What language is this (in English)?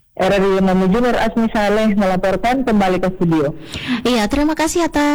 Indonesian